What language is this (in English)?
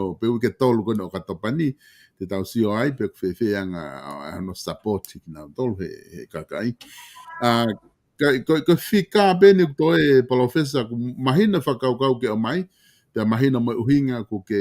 Tongan